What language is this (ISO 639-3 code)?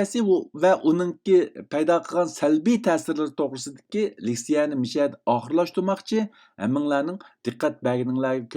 uig